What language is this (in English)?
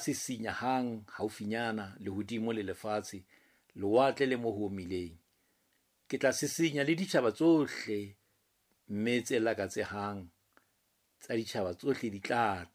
Southern Sotho